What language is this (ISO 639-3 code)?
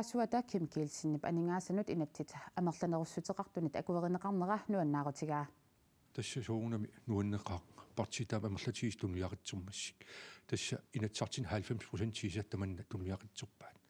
kal